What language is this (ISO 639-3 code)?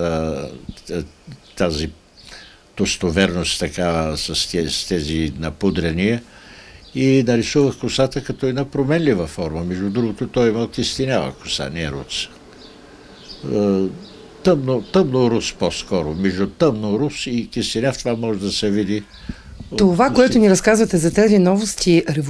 bul